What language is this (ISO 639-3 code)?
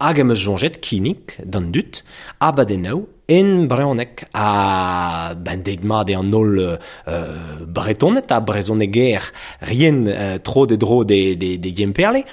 bre